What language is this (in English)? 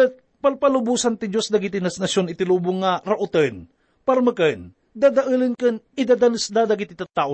Iloko